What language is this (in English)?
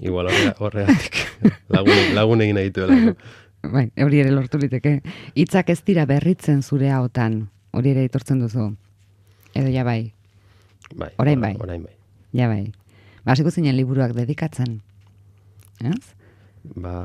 Basque